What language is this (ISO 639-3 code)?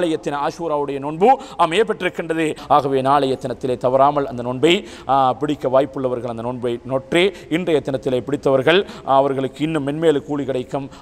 tam